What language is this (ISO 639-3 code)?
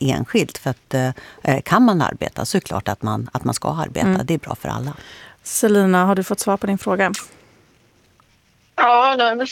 swe